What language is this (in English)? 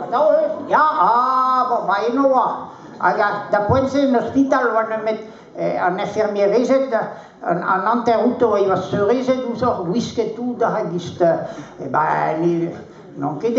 Breton